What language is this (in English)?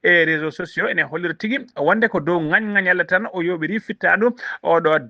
Fula